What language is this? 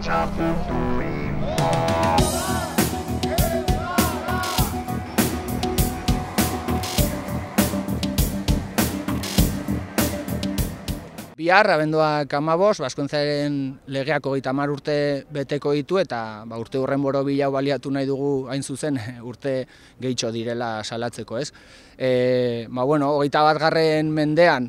Basque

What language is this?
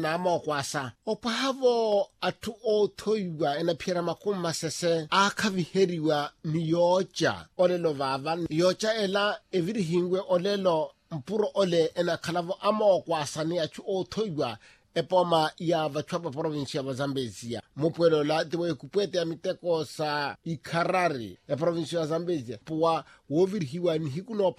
Makhuwa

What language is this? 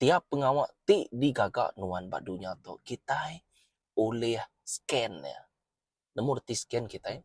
Iban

